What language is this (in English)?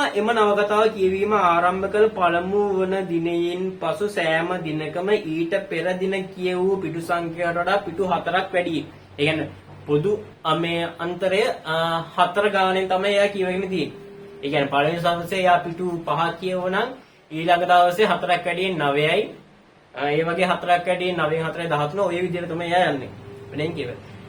Sinhala